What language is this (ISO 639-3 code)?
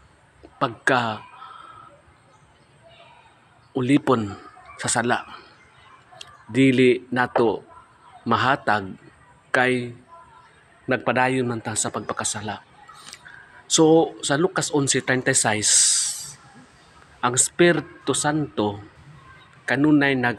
ceb